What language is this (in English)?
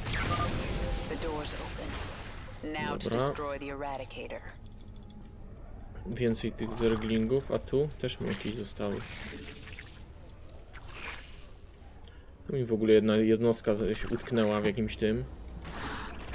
Polish